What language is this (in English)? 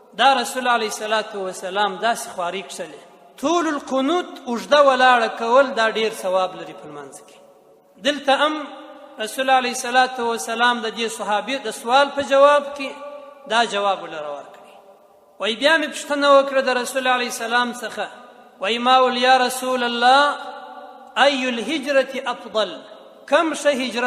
Pashto